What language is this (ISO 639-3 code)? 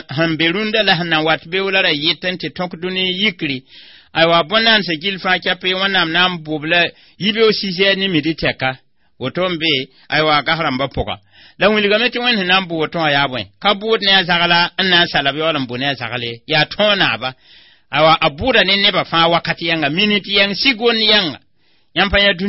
mos